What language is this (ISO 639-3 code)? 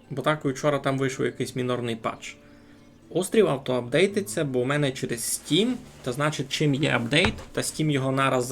rue